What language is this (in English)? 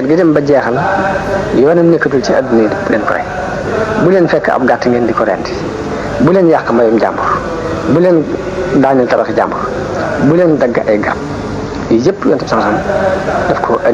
Wolof